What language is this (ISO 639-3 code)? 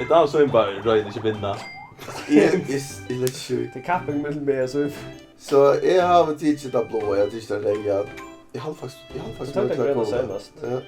fao